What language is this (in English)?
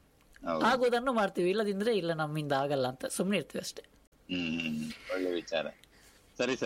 Kannada